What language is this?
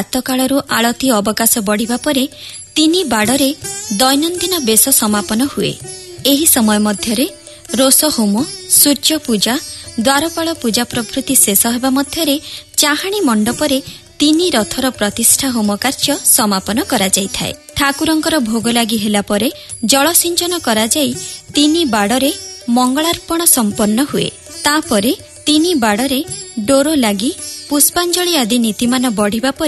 Odia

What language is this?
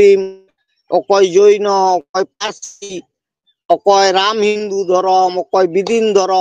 Santali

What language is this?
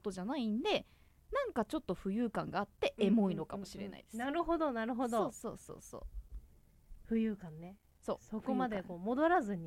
Japanese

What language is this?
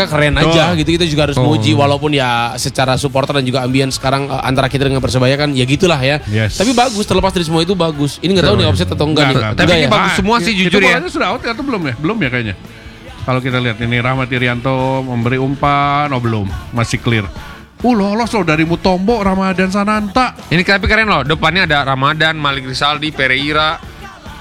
Indonesian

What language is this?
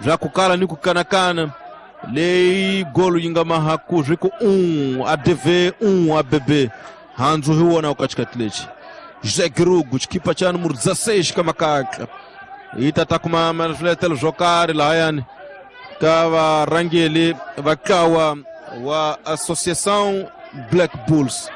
Tsonga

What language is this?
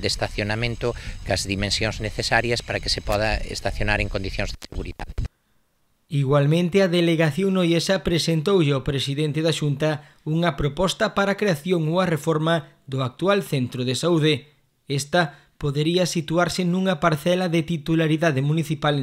Galician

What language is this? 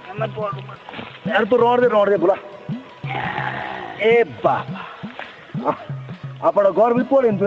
Hindi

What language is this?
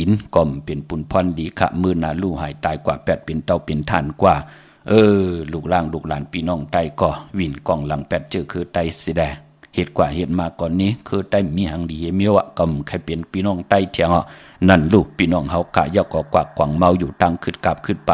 Shan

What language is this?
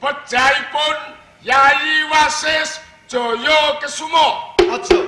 Javanese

